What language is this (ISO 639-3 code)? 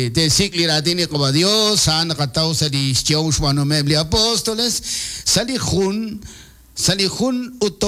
kek